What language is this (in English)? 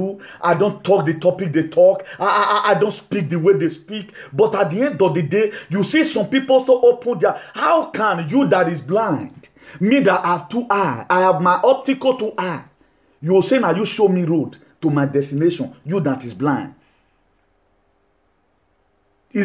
English